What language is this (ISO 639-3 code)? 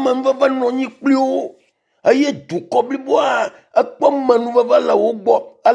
ewe